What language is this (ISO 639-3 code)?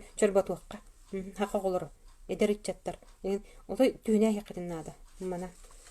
sah